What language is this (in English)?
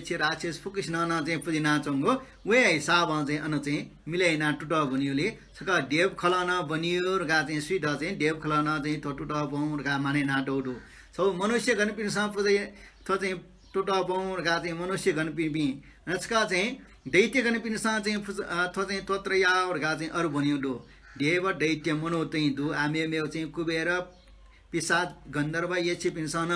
Newari